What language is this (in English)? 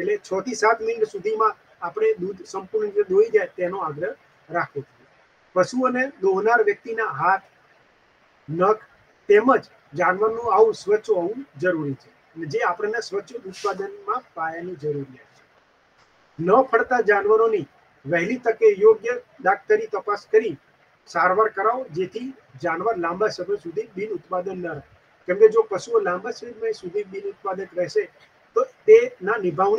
Gujarati